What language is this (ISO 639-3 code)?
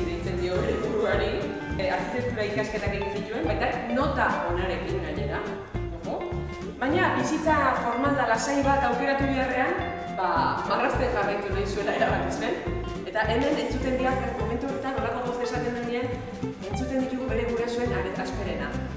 eus